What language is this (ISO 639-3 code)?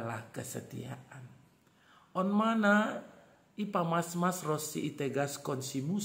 bts